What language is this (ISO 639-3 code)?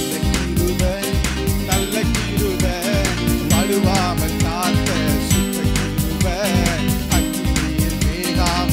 tam